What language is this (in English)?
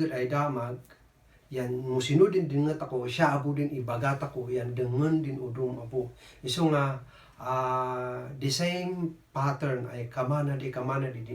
Kankanaey